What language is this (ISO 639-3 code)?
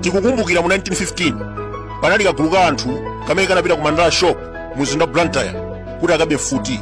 nya